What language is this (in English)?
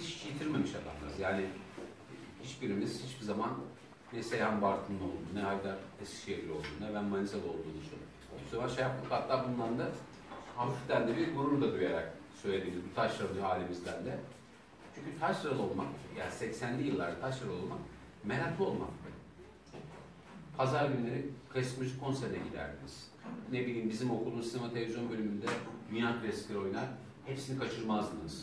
Turkish